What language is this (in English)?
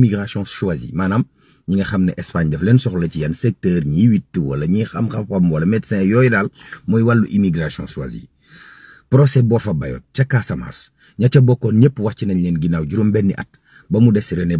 Wolof